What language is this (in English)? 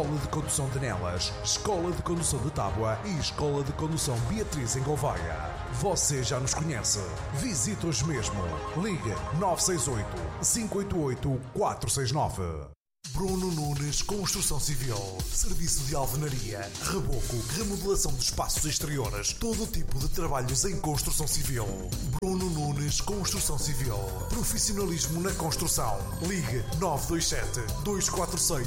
Portuguese